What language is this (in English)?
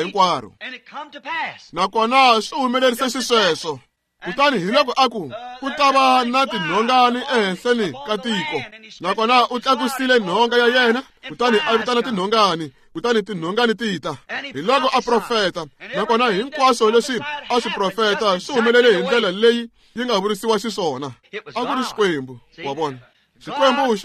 Tsonga